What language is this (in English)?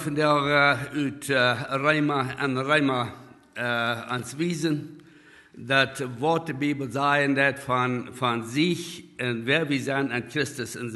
Plautdietsch